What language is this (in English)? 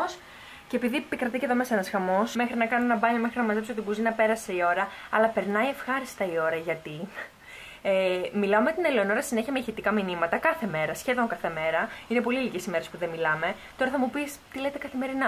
Greek